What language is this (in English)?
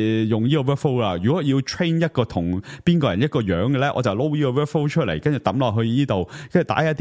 Cantonese